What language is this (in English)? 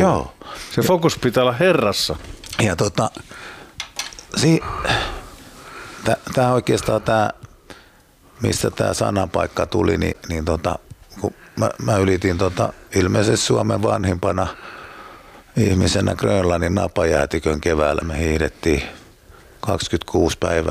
Finnish